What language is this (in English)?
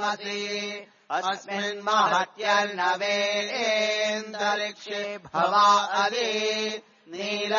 Sanskrit